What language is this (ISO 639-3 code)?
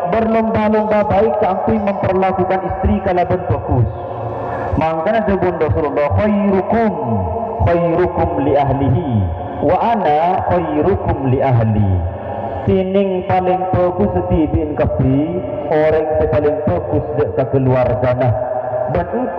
mad